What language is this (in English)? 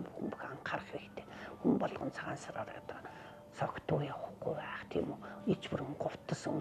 Mongolian